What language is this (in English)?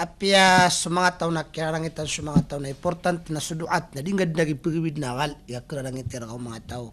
Maranao